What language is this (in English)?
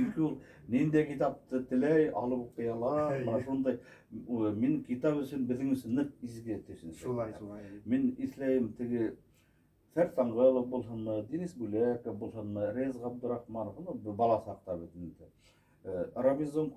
Bashkir